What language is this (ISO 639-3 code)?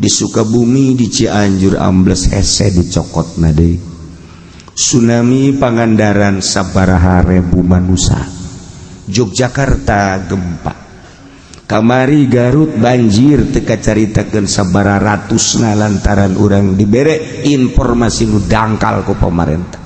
sun